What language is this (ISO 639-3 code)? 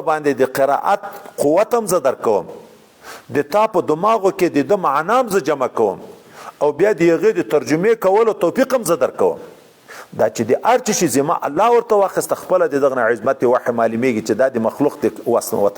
pus